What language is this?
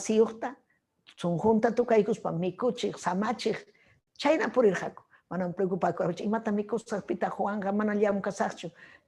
Ayacucho Quechua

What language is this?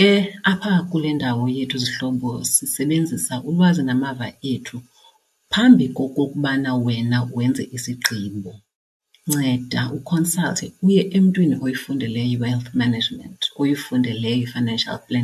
Xhosa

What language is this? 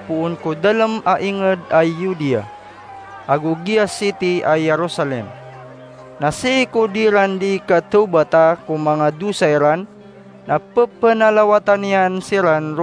Maranao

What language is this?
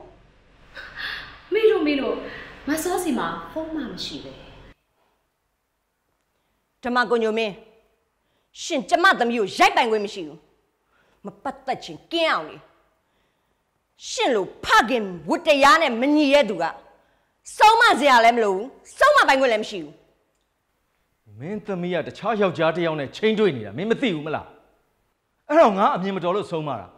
Burmese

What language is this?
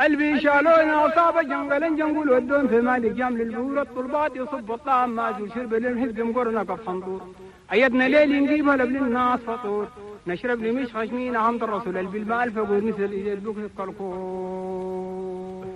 Chadian Arabic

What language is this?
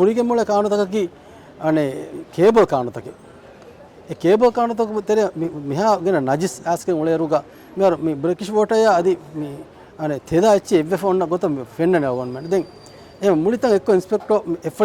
Divehi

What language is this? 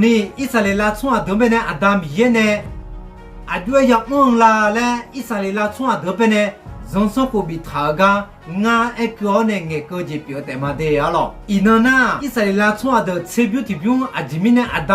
Akha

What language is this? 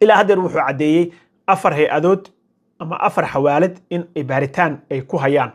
Somali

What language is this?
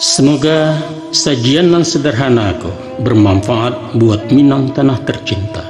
Minangkabau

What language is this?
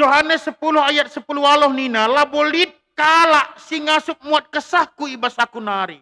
Batak Karo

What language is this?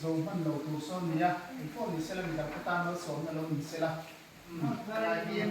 Mizo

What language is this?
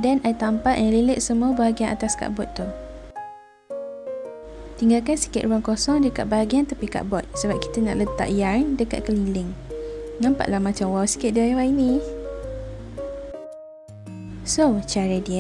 Malay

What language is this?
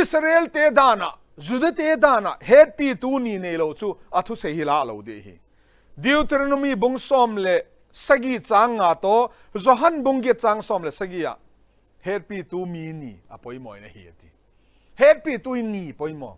Mizo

